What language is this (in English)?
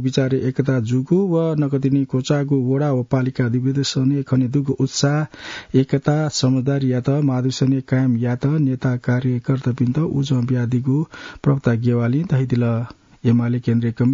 Newari